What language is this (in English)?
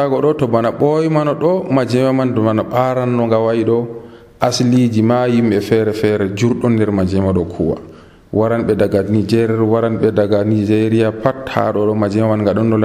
Nigerian Fulfulde